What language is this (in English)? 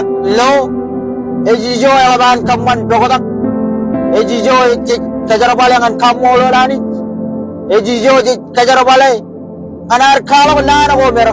Marshallese